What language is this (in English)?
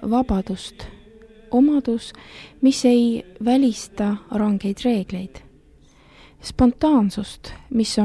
Estonian